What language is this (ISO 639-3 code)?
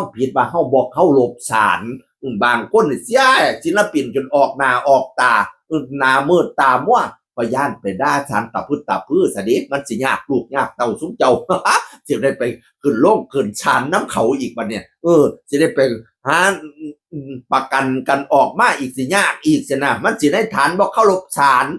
tts